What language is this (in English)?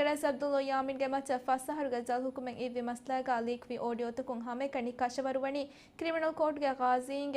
Divehi